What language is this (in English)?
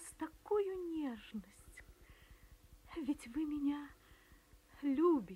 Russian